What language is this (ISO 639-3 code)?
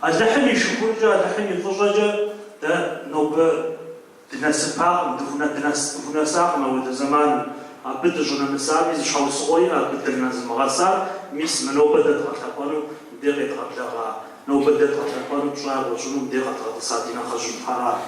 kbd